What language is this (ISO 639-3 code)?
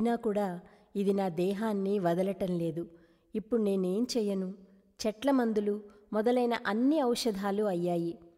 tel